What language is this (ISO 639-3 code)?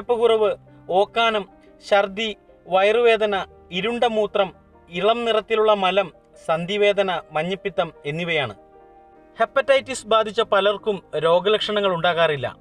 mal